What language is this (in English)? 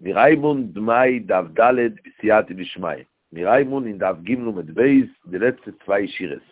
Yiddish